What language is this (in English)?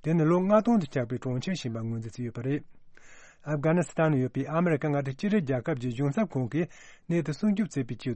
Tibetan